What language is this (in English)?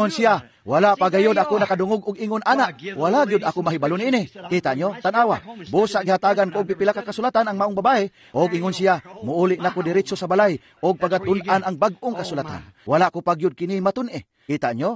Cebuano